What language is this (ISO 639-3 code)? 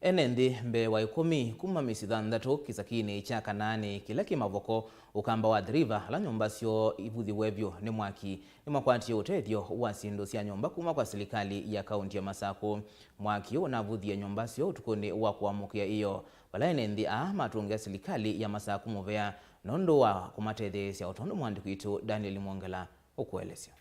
kam